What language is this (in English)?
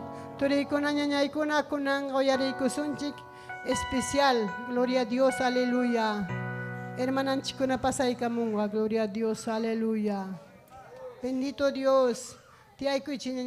Ayacucho Quechua